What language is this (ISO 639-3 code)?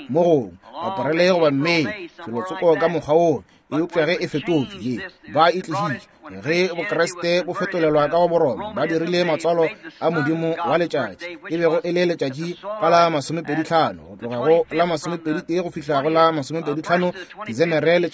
nso